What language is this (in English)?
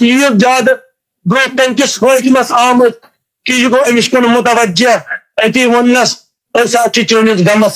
Kashmiri